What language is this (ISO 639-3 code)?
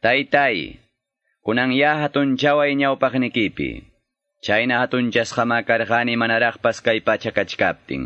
que